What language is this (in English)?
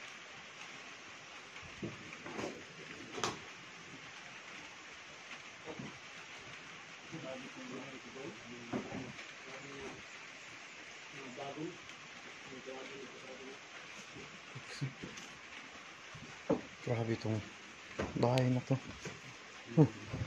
Filipino